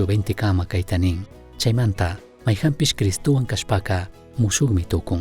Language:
Chimborazo Highland Quichua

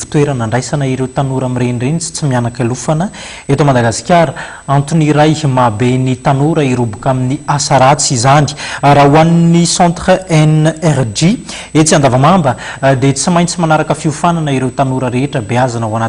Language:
Malagasy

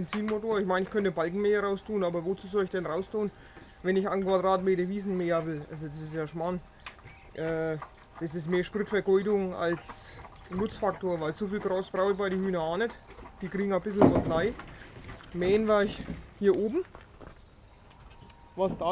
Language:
German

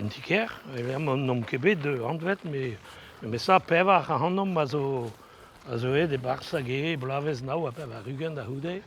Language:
Breton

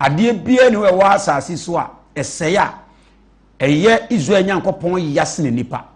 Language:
Akan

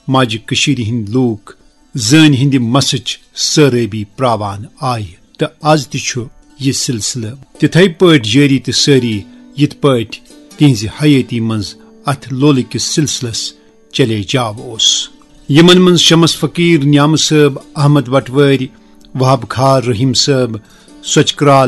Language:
Kashmiri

